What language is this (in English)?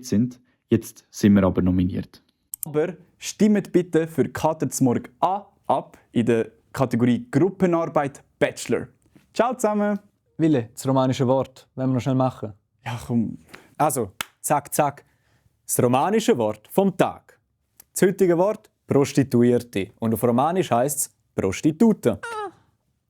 Swiss German